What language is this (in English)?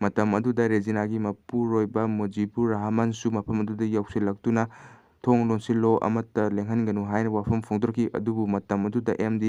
Manipuri